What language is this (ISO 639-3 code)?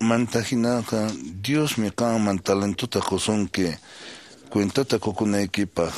que